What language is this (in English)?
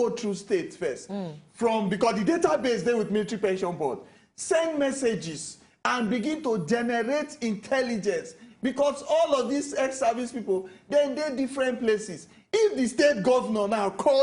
Nigerian Pidgin